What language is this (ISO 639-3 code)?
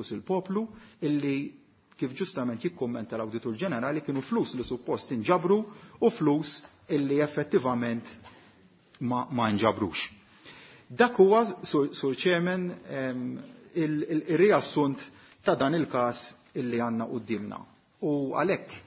mlt